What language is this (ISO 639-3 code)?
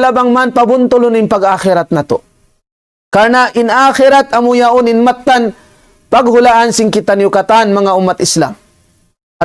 tsg